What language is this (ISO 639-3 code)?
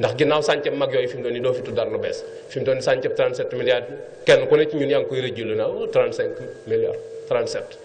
wol